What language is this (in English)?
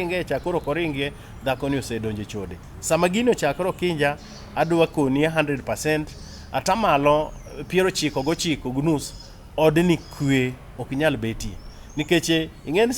Luo (Kenya and Tanzania)